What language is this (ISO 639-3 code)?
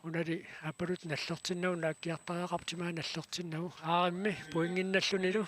kal